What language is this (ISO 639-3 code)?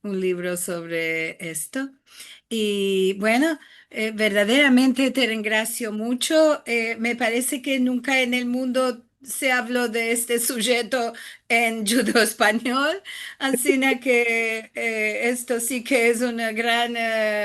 lad